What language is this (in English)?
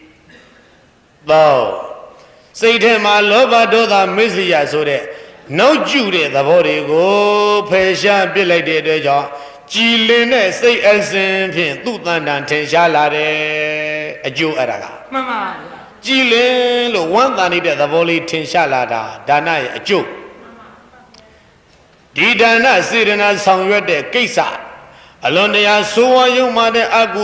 Burmese